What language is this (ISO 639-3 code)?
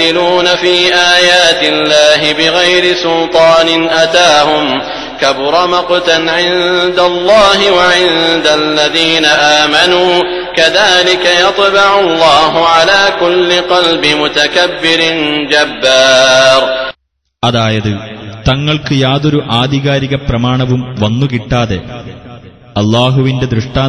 mal